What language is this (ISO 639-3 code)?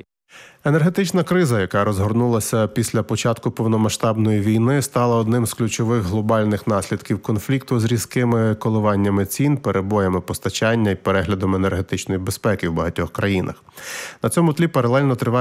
ukr